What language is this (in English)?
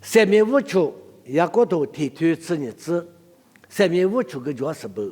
Lisu